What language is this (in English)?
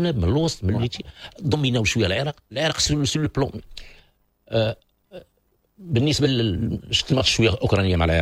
Moroccan Arabic